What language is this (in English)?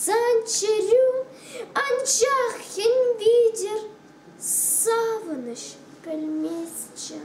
Chuvash